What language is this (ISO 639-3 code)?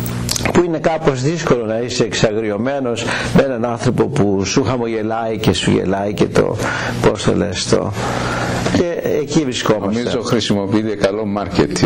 ell